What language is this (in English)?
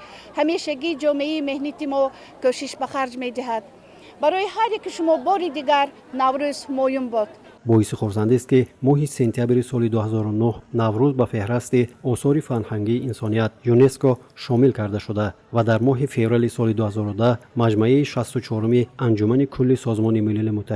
Tajik